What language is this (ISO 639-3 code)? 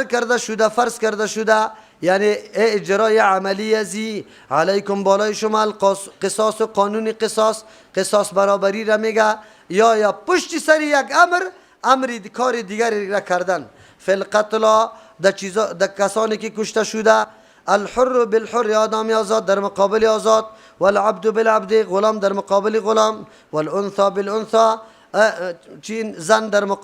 fas